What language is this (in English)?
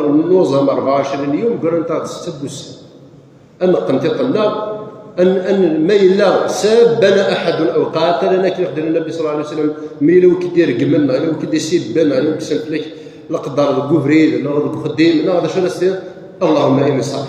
Kabyle